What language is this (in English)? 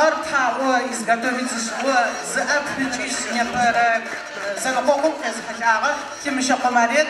Adyghe